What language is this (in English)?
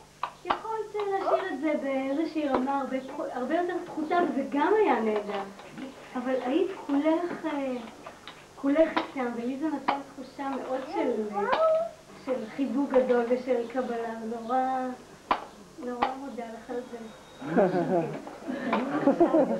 Hebrew